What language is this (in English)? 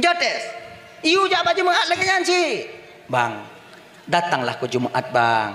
Achinese